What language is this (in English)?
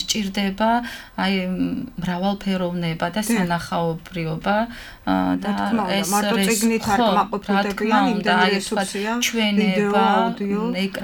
Georgian